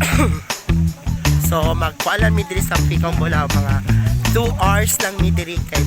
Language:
Cebuano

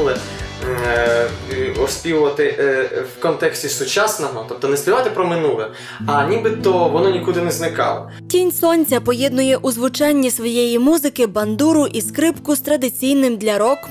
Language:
Ukrainian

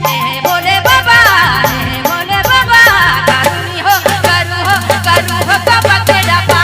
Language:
Sadri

